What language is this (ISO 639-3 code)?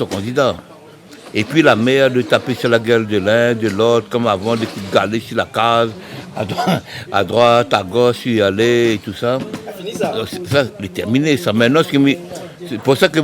rcf